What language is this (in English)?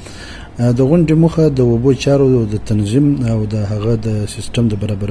Pashto